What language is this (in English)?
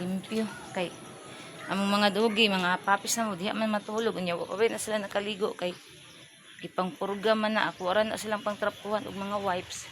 Cebuano